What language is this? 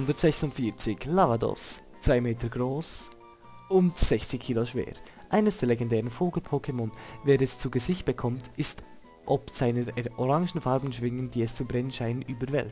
Swiss German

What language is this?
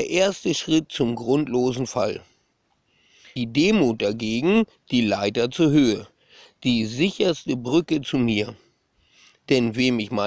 German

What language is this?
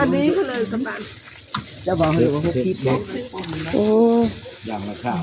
Northeastern Thai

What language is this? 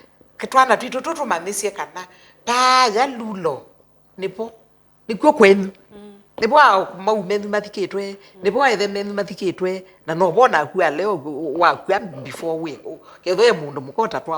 Kamba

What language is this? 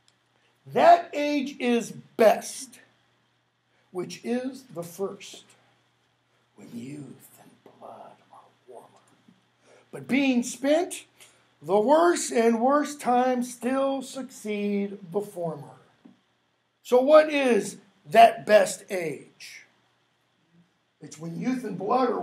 English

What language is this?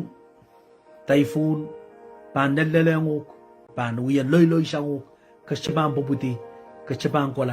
Pohnpeian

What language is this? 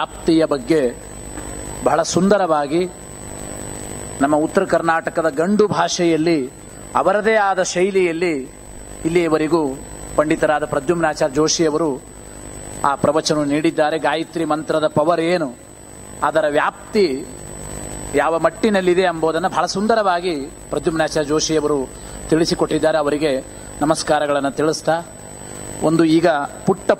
Kannada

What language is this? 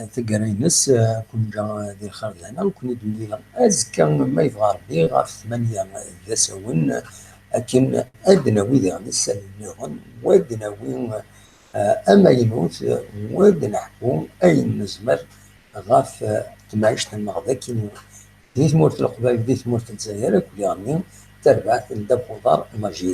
Kabyle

